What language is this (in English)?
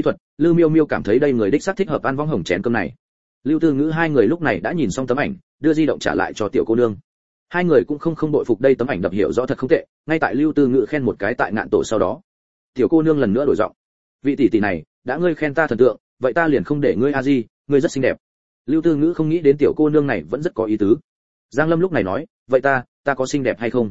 Vietnamese